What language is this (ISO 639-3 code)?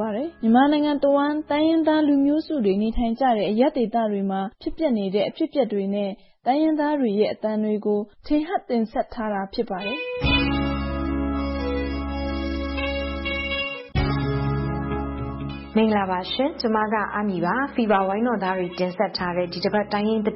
mya